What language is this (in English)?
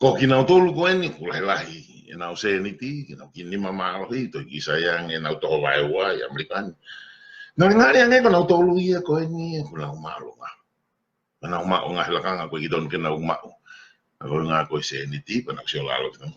Tongan